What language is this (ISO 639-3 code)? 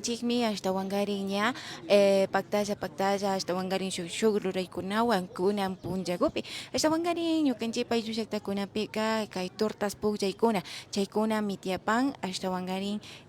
qvi